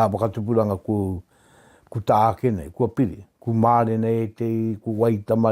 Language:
Māori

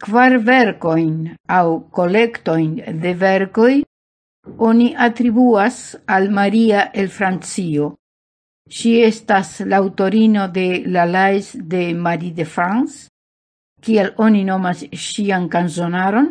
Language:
Esperanto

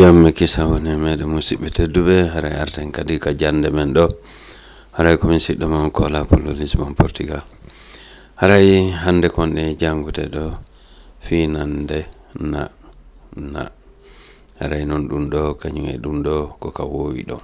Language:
Fula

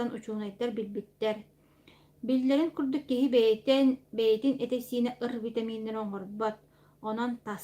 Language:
Yakut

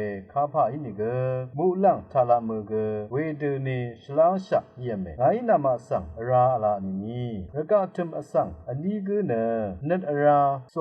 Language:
Rawang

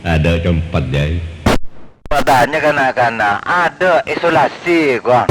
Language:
Madurese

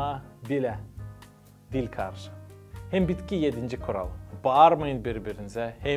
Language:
Gagauz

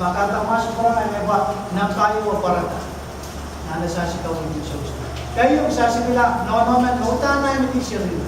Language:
Pohnpeian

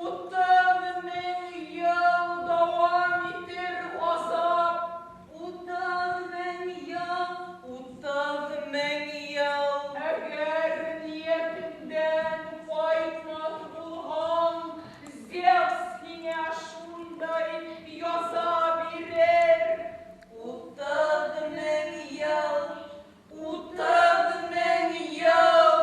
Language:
Bashkir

